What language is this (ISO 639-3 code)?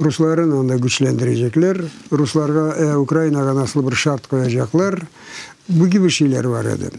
crh